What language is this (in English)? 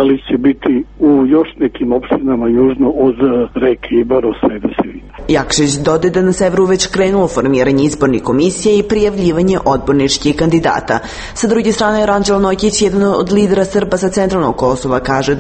Serbian